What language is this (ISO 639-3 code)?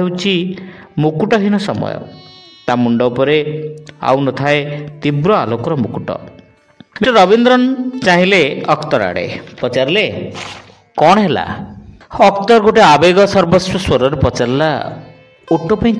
ori